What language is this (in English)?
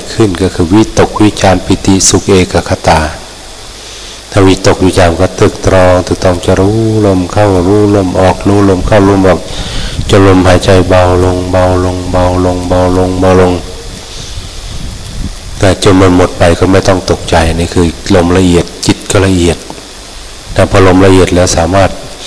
Thai